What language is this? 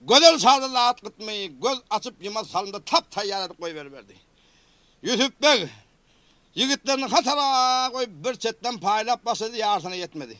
Turkmen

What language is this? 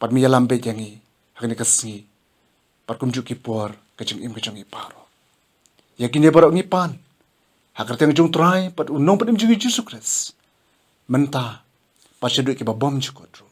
Khasi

